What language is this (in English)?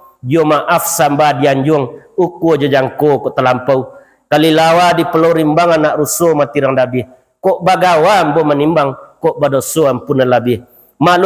Minangkabau